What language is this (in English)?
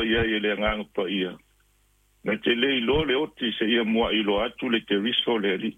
Samoan